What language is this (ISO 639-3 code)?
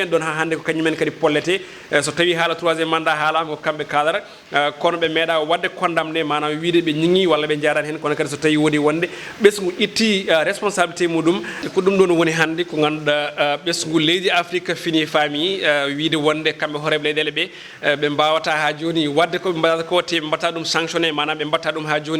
ful